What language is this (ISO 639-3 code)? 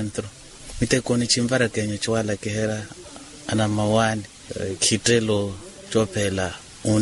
vmw